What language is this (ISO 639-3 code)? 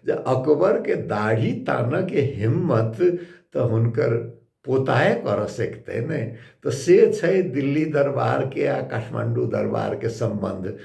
mai